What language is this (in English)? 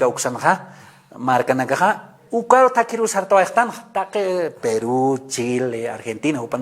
Aymara